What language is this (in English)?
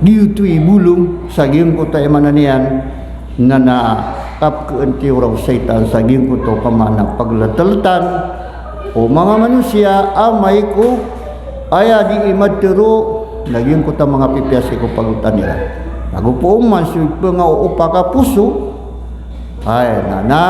Maranao